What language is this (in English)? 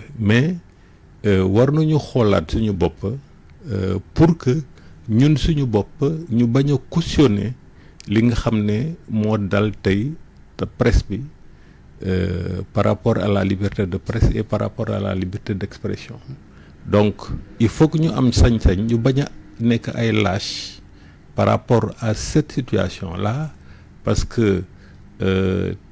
Wolof